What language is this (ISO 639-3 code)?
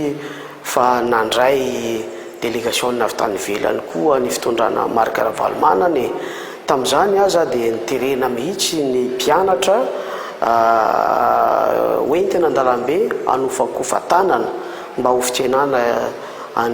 mlg